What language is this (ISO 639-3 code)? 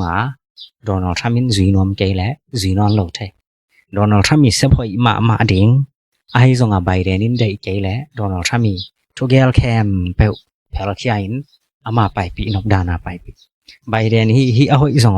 ctd